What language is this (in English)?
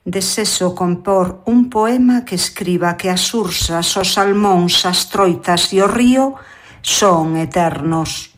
Galician